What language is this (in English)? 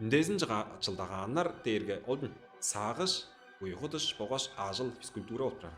Tuvinian